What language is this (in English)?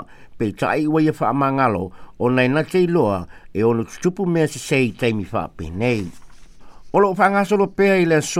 Samoan